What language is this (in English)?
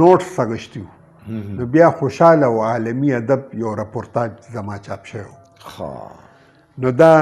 Pashto